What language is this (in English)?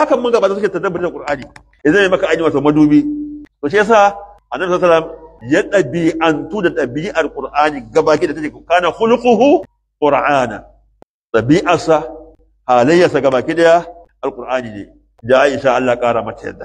Hausa